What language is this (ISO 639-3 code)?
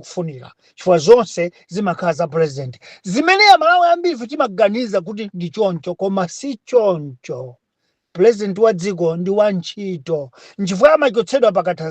nya